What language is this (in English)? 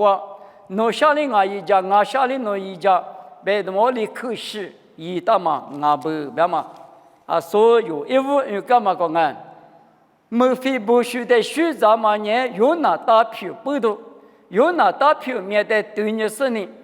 Lisu